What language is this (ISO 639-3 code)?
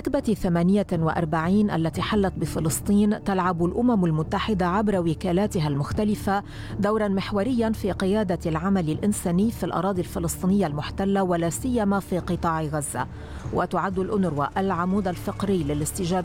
ara